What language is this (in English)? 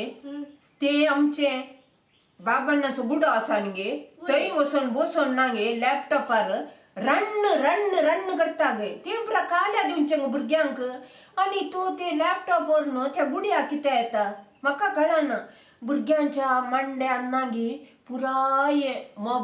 Konkani